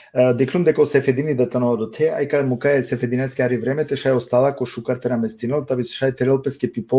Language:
Balkan Romani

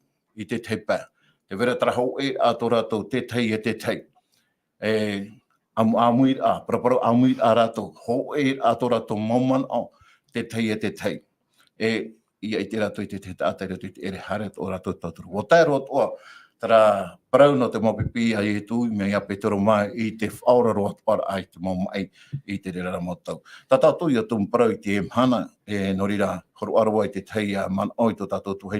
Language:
Tahitian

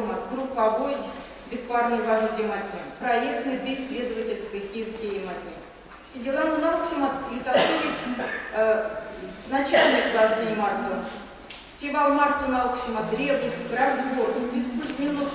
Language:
Erzya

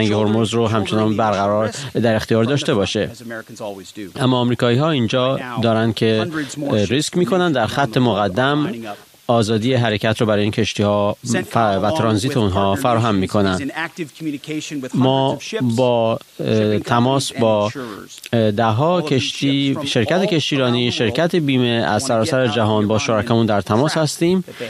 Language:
Persian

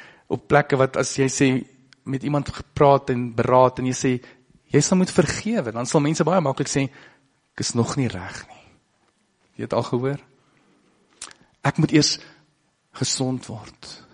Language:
Afrikaans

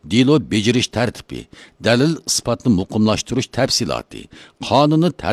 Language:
Uyghur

